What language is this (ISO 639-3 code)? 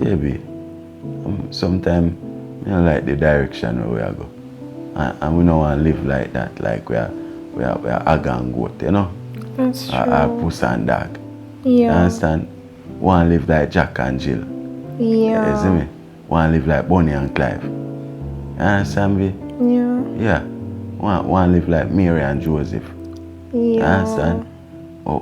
jam